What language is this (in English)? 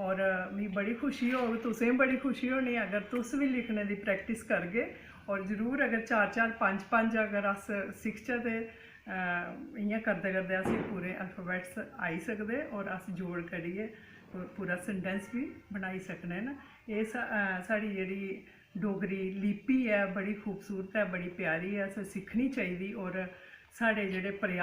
Dogri